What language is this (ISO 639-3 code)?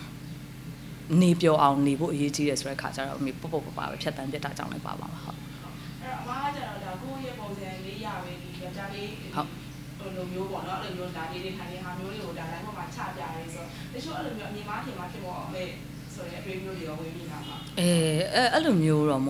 mya